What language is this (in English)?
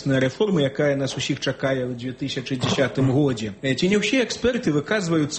Belarusian